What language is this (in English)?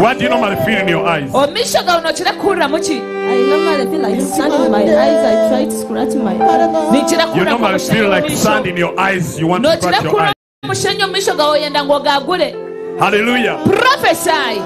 Nyankole